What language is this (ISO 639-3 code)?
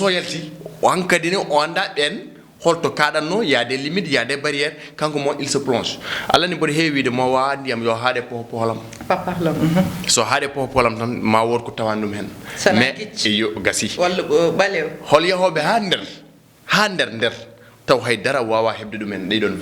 ful